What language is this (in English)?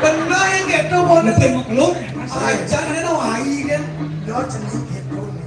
Balinese